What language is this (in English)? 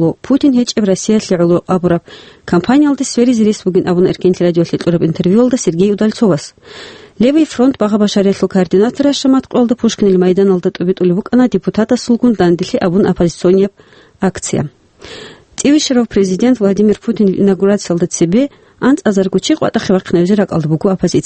Avaric